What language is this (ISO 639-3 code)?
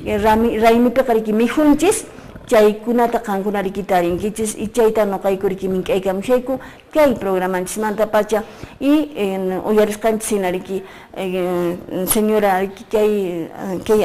que